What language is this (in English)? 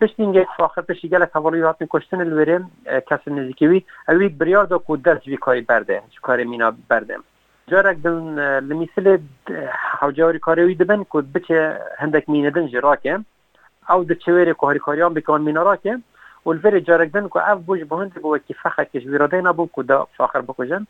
Kurdish